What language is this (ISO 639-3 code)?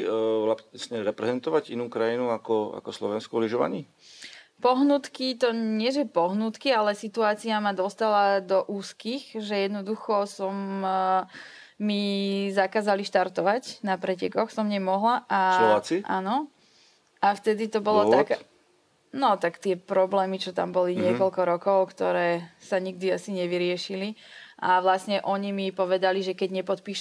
slk